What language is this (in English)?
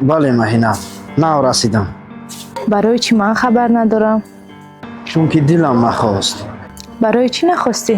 Tajik